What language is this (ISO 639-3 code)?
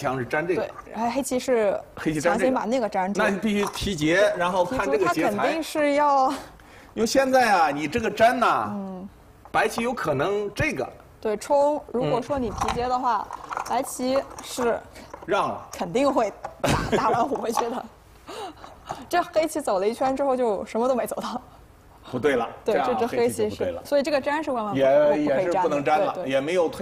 zho